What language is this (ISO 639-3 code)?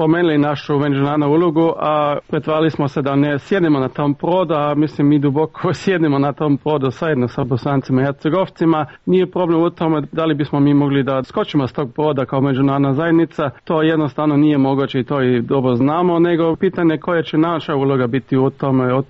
srp